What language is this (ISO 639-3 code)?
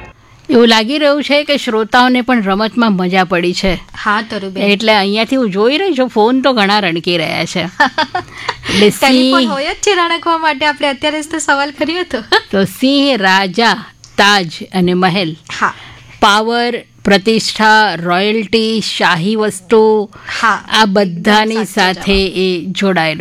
guj